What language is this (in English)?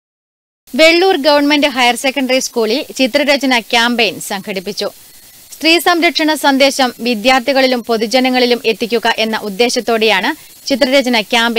Malayalam